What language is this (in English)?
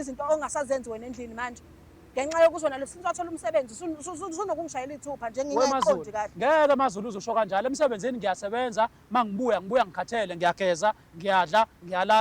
Zulu